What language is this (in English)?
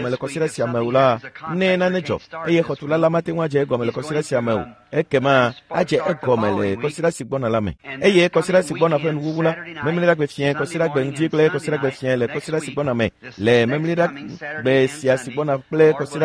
Ewe